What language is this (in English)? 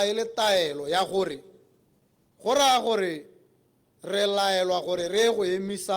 Tswana